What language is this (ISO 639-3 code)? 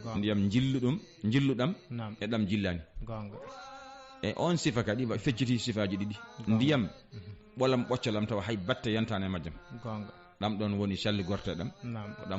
ful